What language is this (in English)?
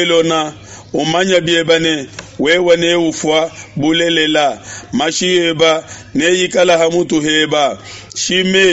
Luba-Lulua